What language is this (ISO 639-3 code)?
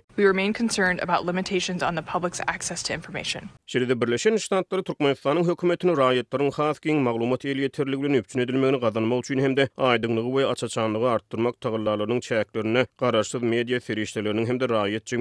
tuk